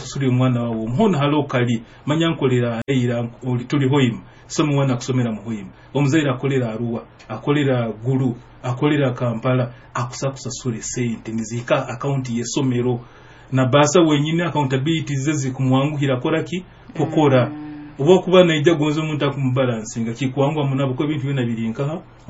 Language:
Nyoro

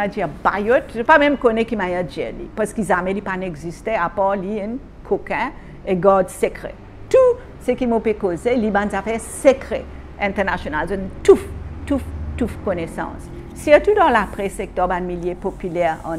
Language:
Morisyen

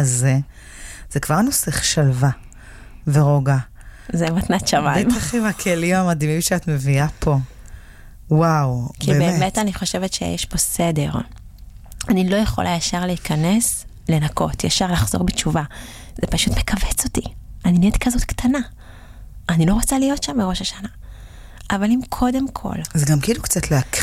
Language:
Hebrew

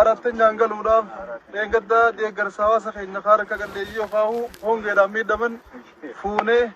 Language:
Oromo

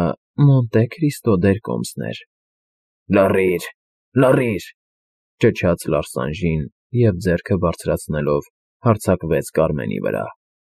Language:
Armenian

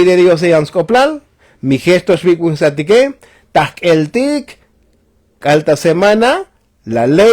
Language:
Tzotzil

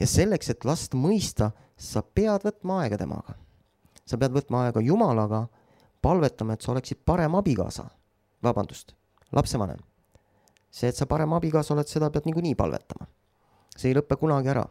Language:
Estonian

